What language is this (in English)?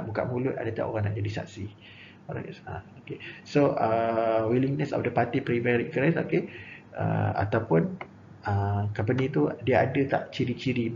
Malay